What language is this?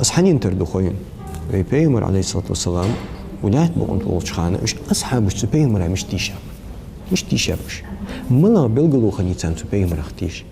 Ingush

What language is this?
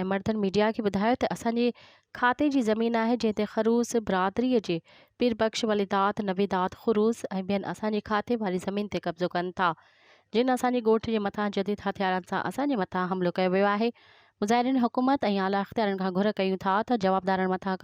Sindhi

